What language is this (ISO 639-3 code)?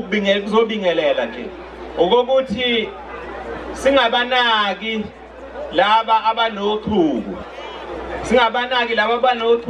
zul